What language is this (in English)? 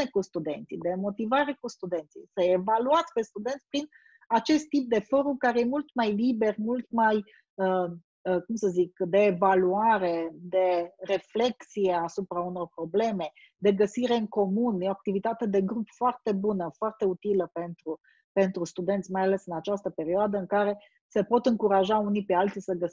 Romanian